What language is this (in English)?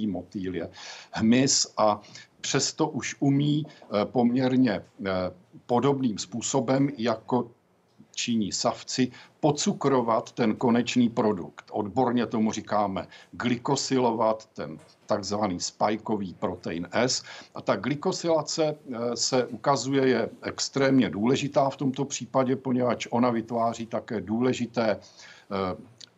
Czech